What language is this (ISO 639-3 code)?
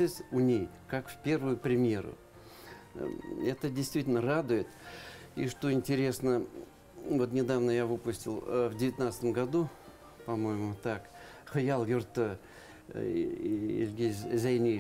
bak